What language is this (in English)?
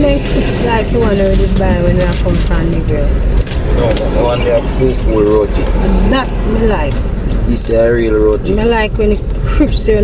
Jamaican Creole English